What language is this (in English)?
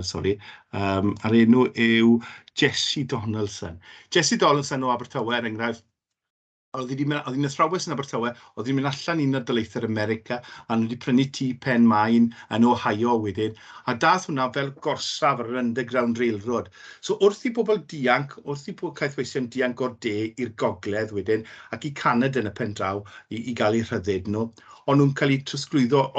Welsh